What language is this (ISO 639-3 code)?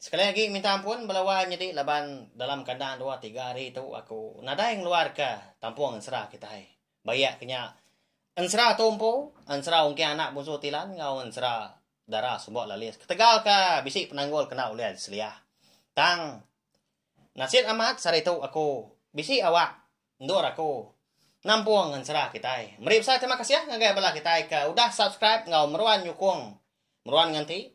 iba